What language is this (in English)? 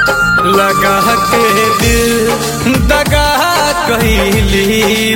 Bhojpuri